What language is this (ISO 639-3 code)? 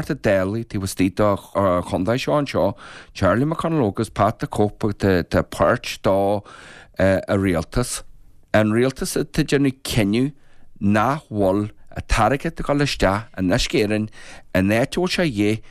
gle